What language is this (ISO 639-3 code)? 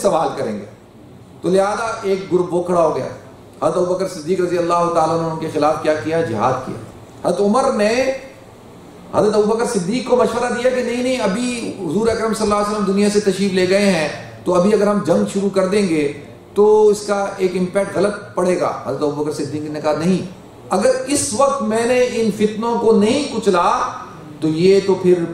urd